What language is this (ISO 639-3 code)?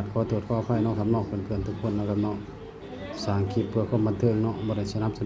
tts